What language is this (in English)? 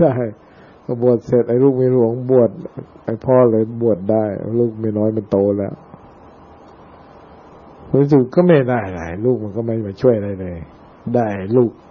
Thai